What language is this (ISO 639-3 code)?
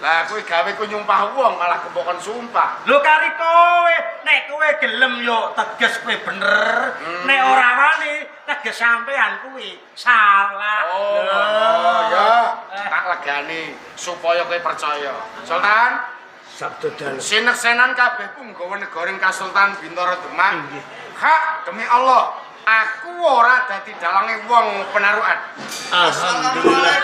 jav